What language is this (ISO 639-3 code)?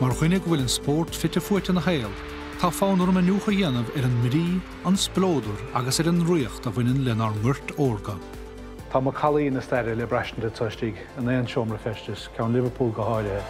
gle